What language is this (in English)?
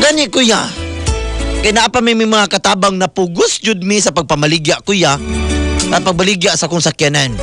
Cebuano